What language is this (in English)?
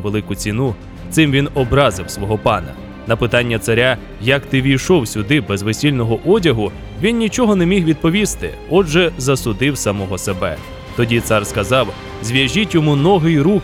Ukrainian